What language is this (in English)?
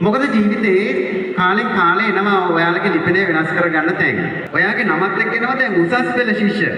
Sinhala